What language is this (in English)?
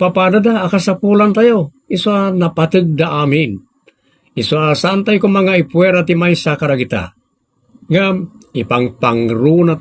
Iloko